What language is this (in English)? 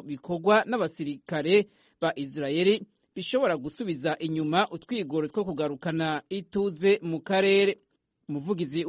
Kinyarwanda